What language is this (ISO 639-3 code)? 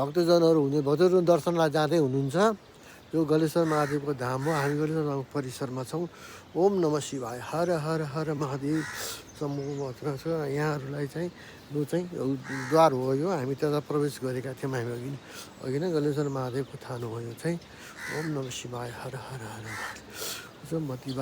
nep